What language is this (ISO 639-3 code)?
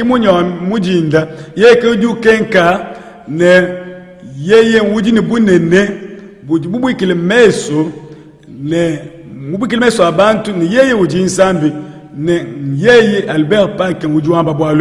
lua